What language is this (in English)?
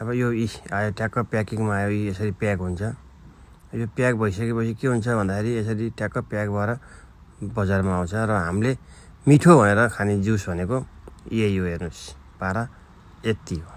Nepali